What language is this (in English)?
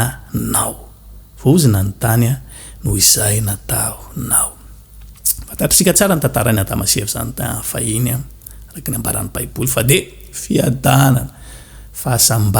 Malagasy